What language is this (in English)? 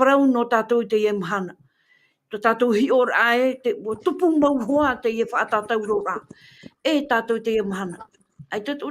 Tahitian